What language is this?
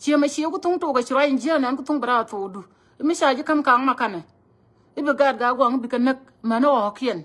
Nuer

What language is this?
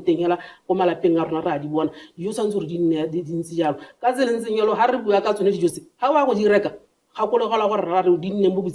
Tswana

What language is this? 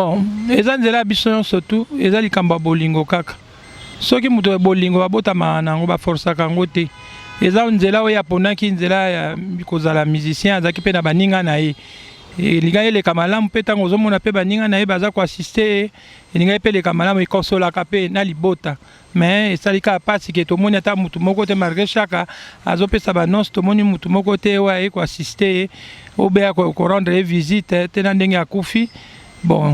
Lingala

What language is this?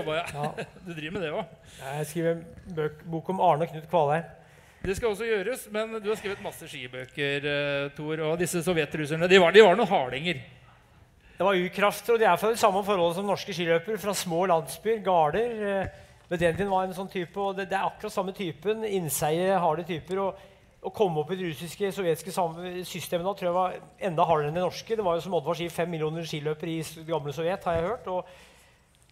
Norwegian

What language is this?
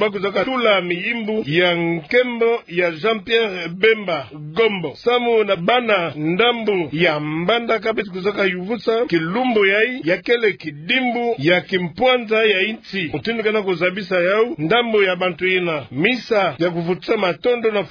Kituba (Democratic Republic of Congo)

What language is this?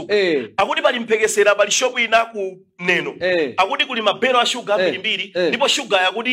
Nyanja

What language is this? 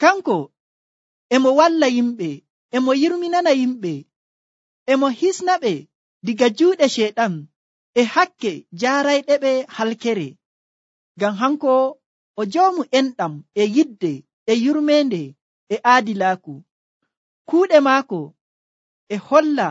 Nigerian Fulfulde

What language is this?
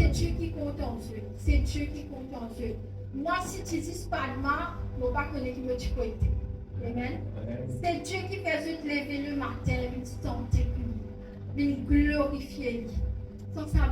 Morisyen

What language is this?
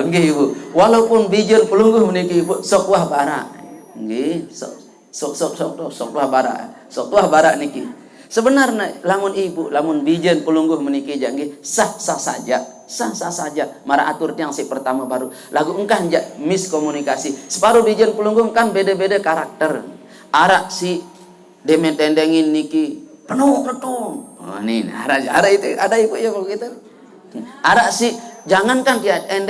Sasak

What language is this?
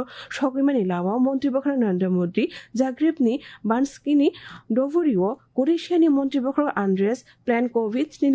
Kok Borok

